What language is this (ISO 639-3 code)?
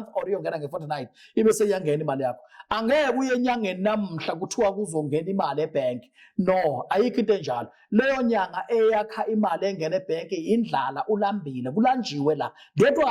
zul